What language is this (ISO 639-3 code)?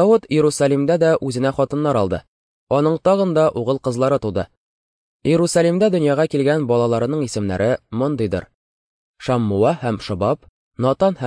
tat